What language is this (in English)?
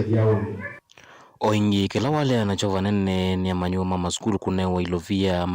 Kamba